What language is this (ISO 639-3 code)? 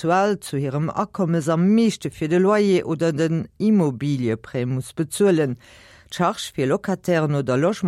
ltz